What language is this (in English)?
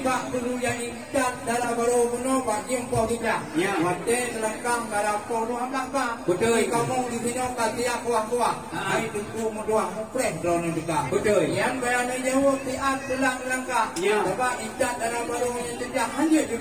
Achinese